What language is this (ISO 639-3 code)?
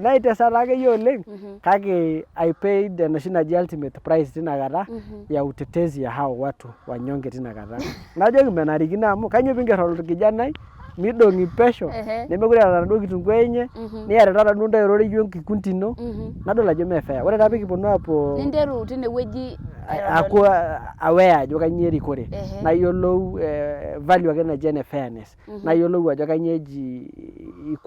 mas